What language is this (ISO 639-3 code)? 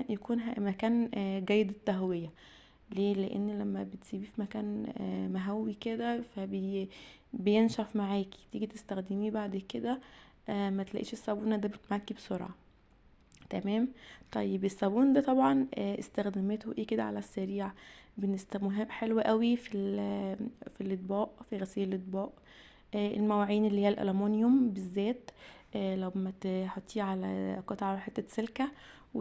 arz